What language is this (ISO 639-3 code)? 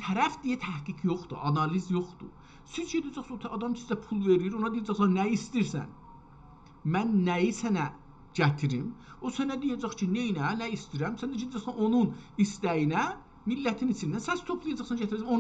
azb